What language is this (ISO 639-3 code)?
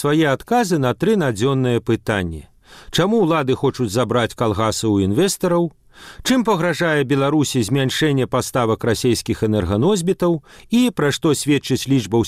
bel